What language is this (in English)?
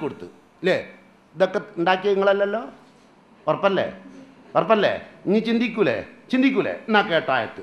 Malayalam